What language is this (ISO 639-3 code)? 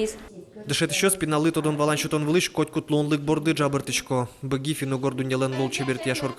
udm